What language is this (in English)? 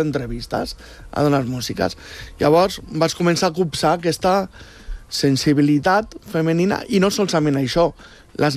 Catalan